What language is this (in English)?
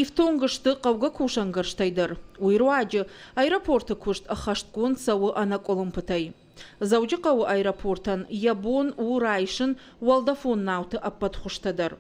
Ossetic